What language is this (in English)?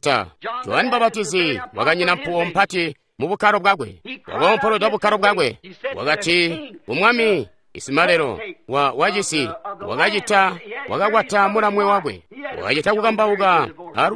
Tonga (Zambia)